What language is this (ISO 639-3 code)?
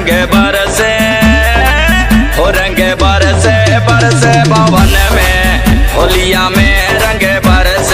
bho